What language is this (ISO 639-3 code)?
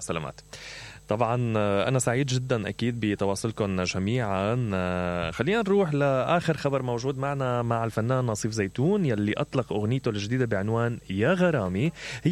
acm